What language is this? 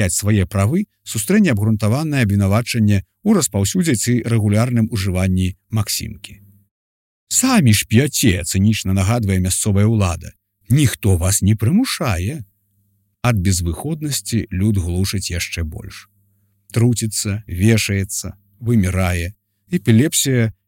Belarusian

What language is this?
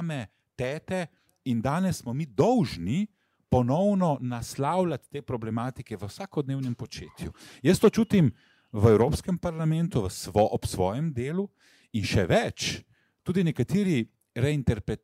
Slovenian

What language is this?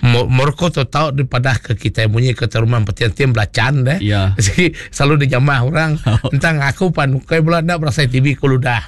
Iban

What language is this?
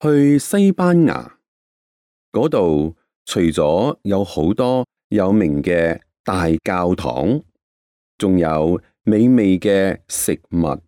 Cantonese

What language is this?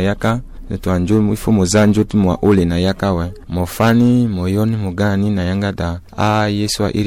Sango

